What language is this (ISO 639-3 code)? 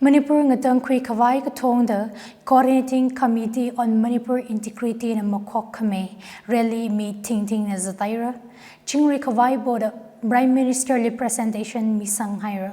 nmf